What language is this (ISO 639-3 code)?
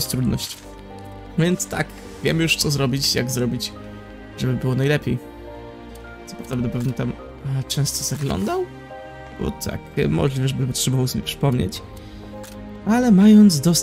pol